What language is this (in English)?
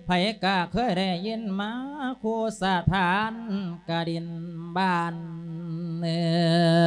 Lao